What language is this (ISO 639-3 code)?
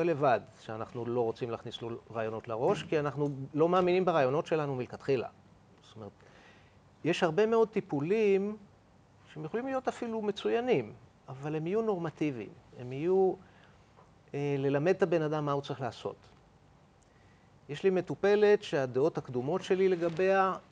heb